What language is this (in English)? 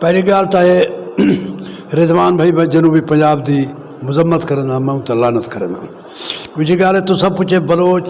Western Panjabi